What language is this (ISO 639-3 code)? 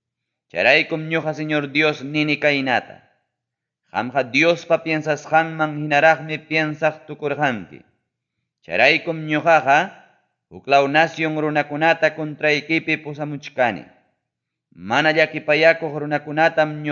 quy